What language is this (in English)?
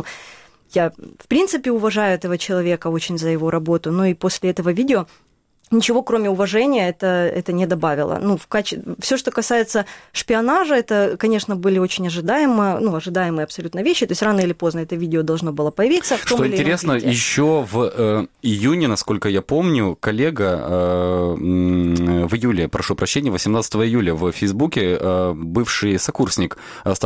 Russian